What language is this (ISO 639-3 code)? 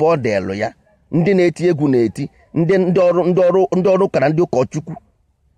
ibo